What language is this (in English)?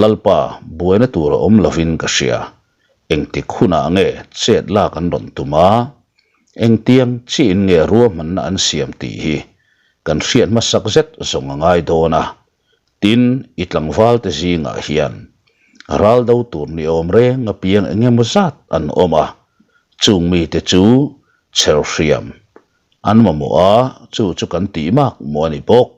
Mizo